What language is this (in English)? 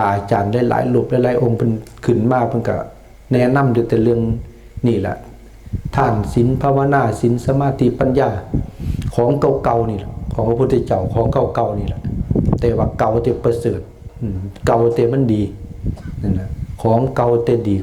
Lao